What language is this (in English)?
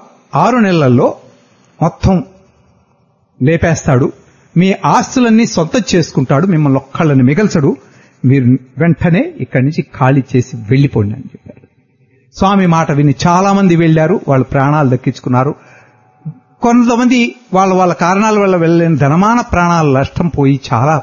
Telugu